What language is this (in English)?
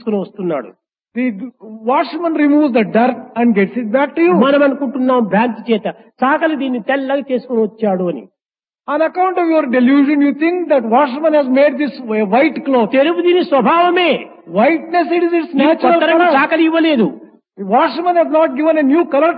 Telugu